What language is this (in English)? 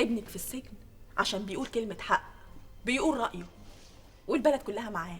Egyptian Arabic